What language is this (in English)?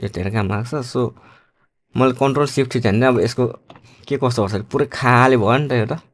Nepali